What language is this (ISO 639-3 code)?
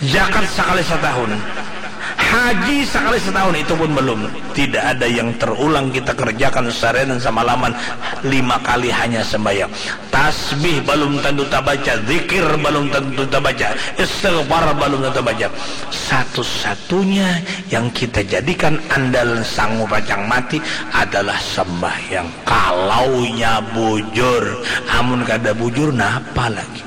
bjn